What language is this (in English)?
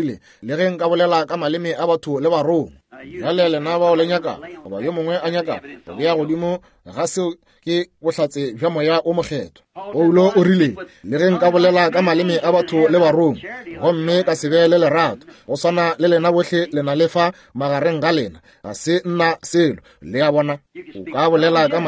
Northern Sotho